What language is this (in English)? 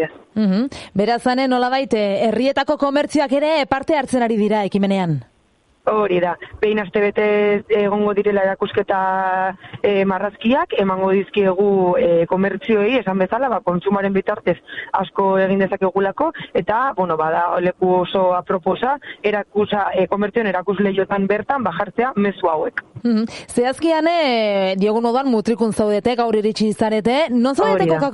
Basque